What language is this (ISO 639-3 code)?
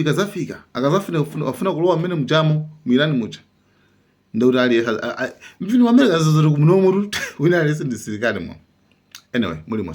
nya